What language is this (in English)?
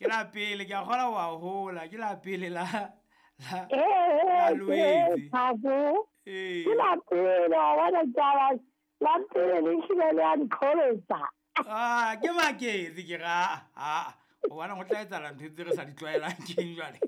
Southern Sotho